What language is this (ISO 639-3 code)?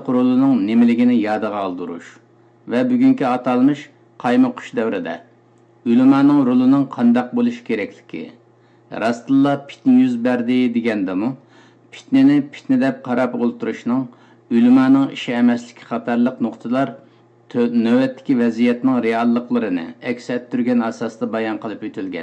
uig